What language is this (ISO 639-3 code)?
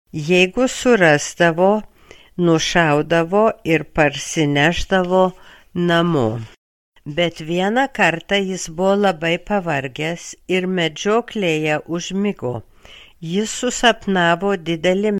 lit